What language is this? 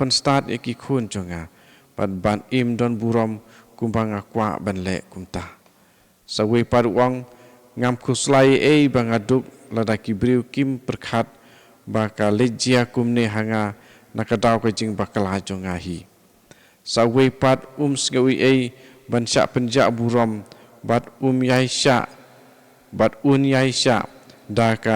Khasi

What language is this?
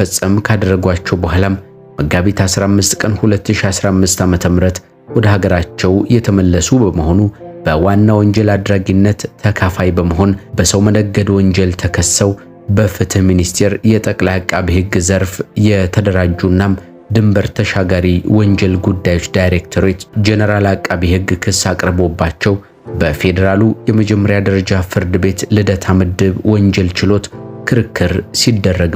Amharic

